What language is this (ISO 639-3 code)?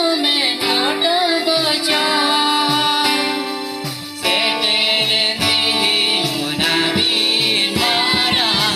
sat